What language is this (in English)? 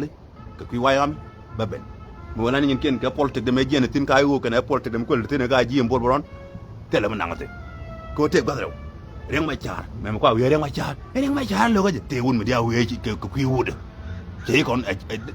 Nuer